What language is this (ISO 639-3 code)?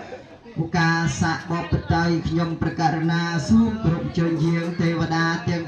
khm